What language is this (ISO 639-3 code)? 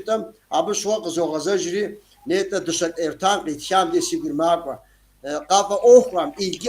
kbd